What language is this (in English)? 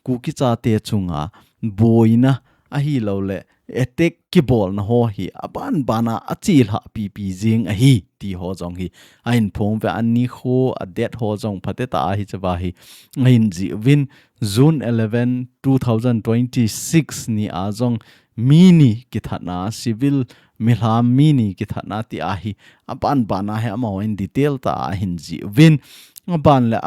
Thado Chin